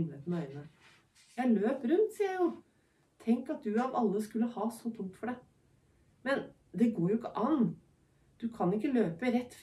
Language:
Norwegian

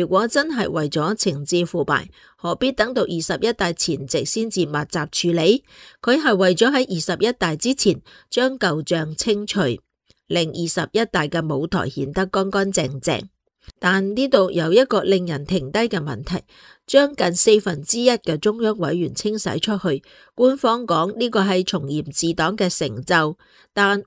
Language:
Cantonese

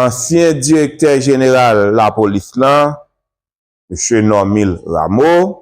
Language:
Haitian Creole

